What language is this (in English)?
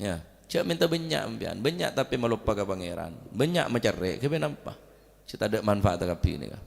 Madurese